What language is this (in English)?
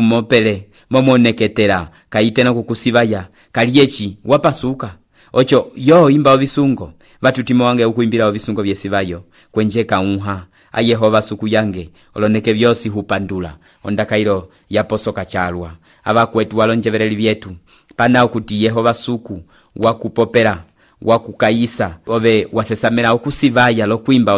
Umbundu